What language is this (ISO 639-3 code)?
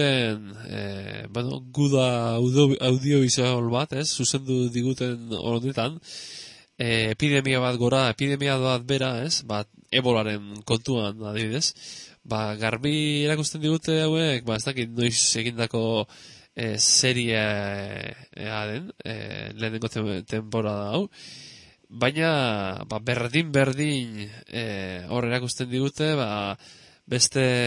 eus